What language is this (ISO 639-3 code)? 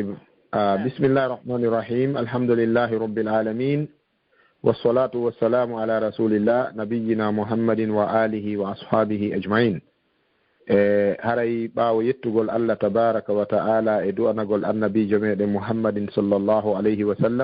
ful